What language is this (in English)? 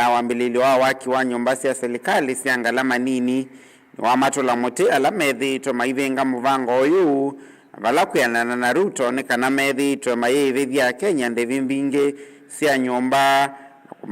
Kamba